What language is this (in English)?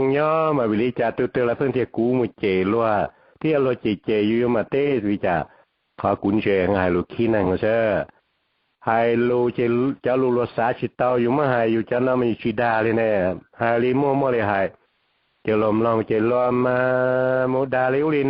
Hmong